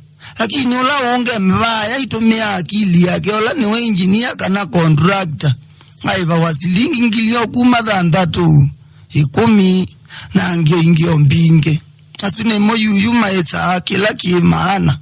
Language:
Kamba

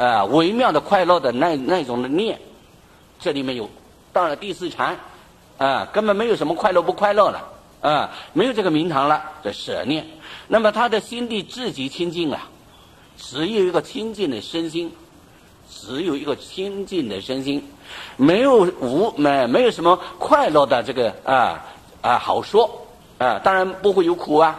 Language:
Chinese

